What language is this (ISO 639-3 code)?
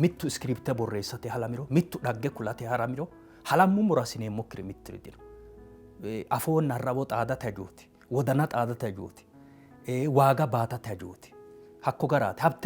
sid